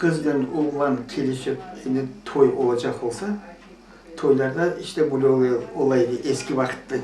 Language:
Crimean Tatar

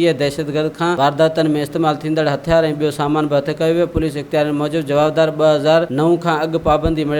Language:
Sindhi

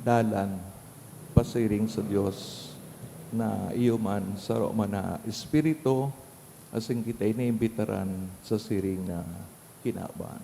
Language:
Bikol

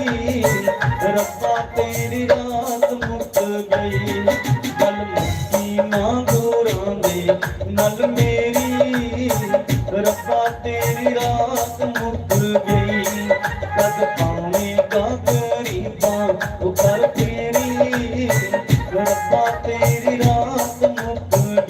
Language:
Dogri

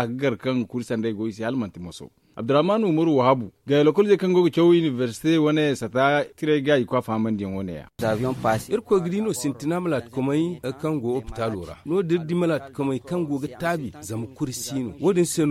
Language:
Zarma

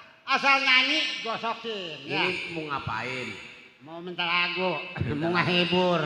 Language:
Betawi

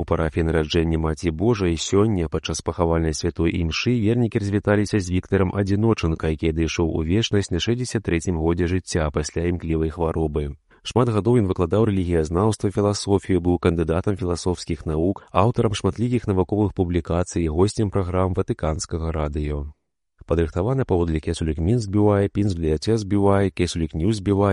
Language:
Belarusian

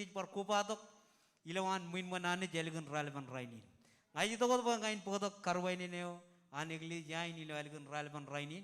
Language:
Marshallese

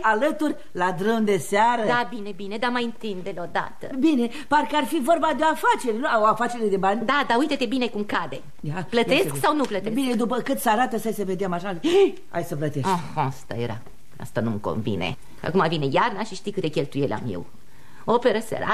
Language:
Romanian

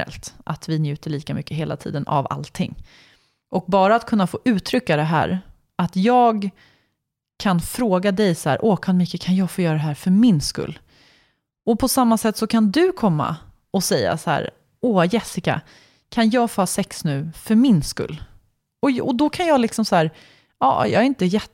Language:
Swedish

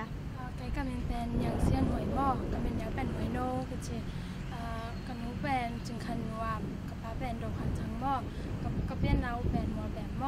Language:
Tedim Chin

